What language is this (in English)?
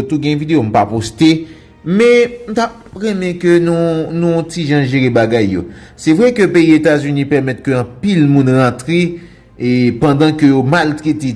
Haitian Creole